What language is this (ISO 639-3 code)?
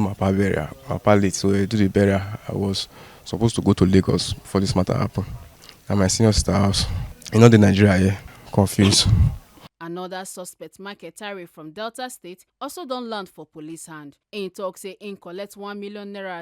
pcm